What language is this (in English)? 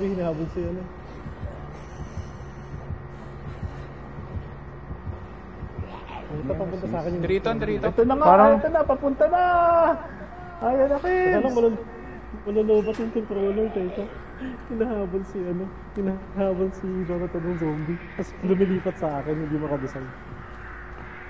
Filipino